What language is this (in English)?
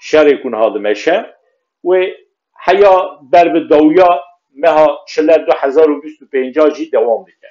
Kurdish